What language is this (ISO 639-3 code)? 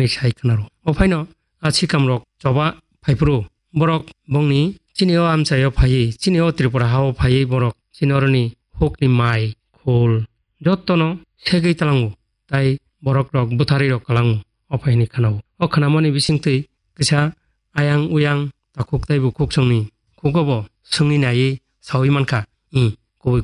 trp